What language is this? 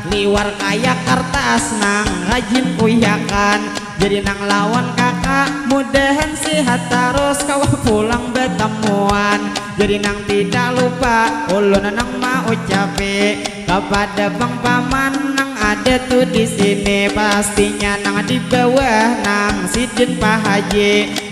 Banjar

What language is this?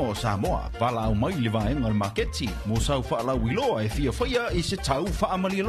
Samoan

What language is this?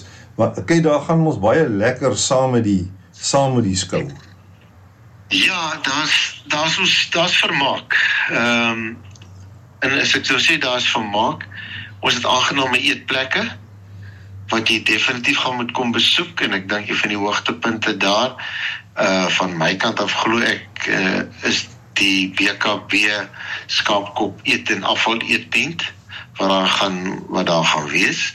Afrikaans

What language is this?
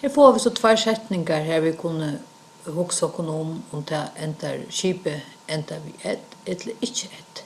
Faroese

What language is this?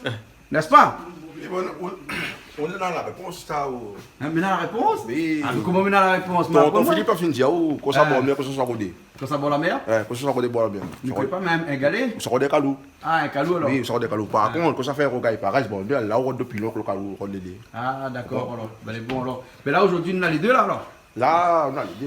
Réunion Creole French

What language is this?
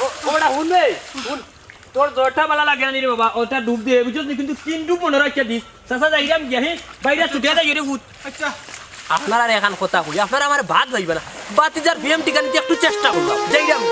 Sylheti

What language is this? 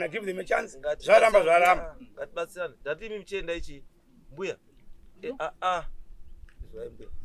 Shona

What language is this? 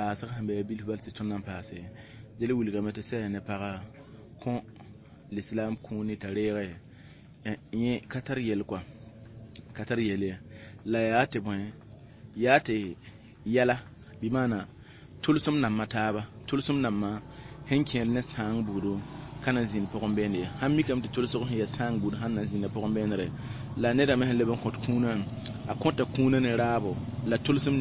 Mossi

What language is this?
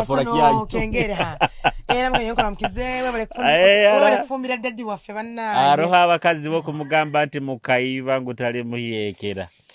Nyoro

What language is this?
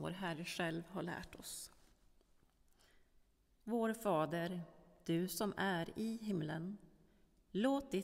Swedish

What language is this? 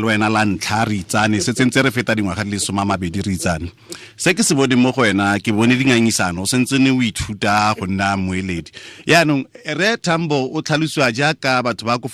Tswana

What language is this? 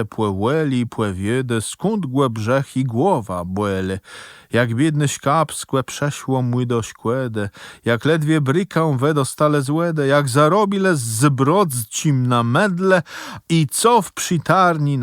Kashubian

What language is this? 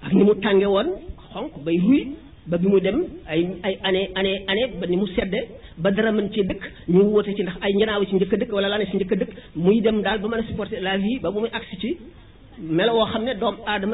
Wolof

